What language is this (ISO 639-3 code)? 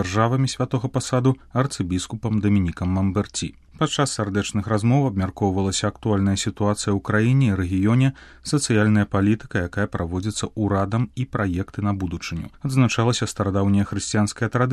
bel